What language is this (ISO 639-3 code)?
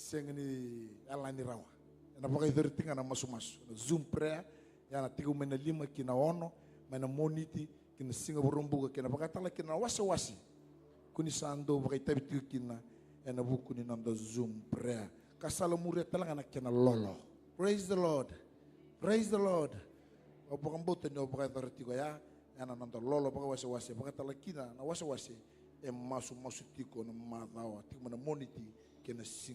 fij